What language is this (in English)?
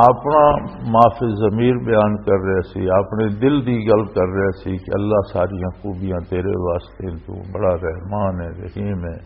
Western Panjabi